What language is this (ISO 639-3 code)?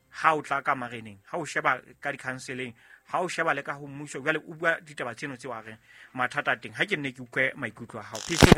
sot